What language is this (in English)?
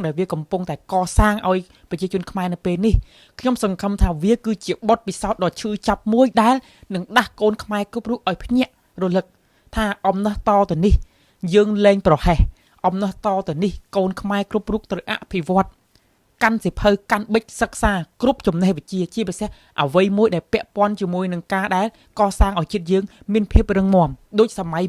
Khmer